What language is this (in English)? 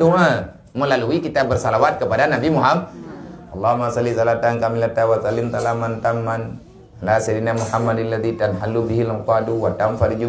Achinese